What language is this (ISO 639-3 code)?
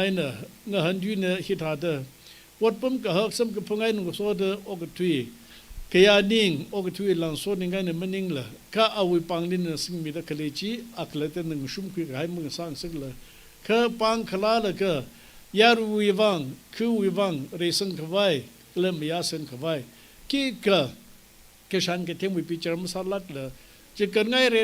nmf